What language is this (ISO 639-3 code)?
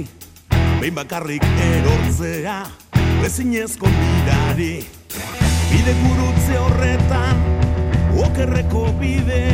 eus